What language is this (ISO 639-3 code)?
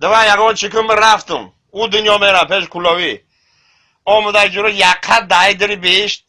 tgk